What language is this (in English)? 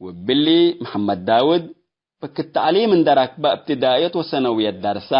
Tigre